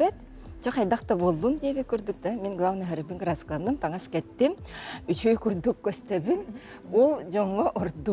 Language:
Yakut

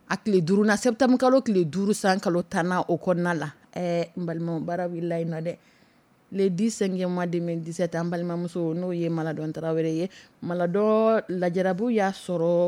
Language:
Dyula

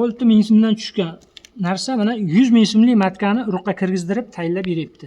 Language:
Uzbek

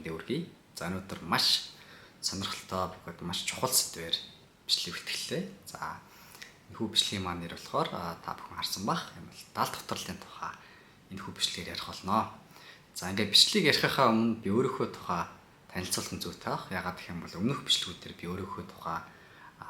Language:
Mongolian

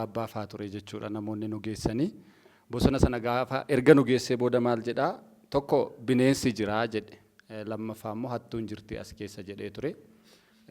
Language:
Oromo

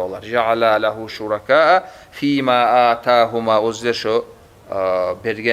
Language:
Kumyk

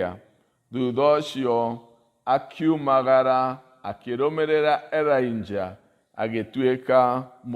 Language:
Kikuyu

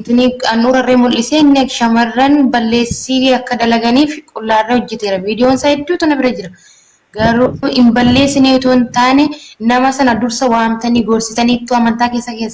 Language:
Oromo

